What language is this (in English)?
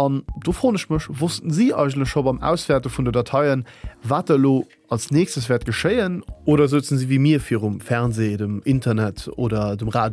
Luxembourgish